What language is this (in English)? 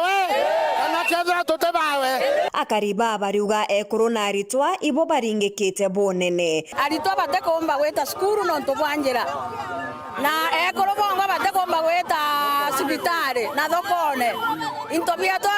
Meru